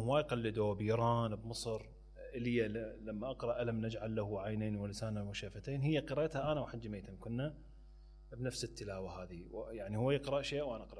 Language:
Mesopotamian Arabic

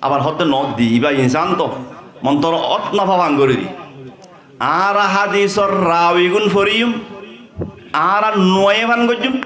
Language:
Rohingya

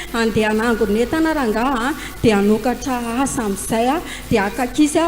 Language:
Malagasy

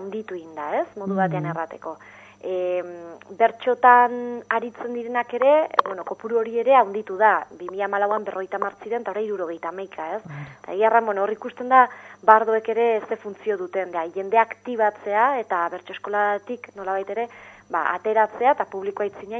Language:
Basque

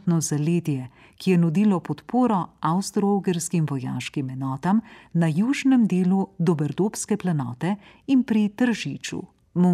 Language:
Slovenian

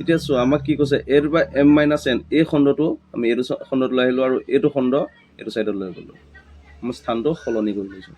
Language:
Assamese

